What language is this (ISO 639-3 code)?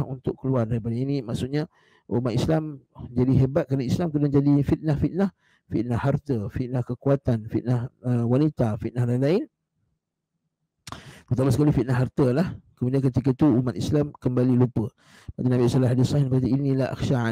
msa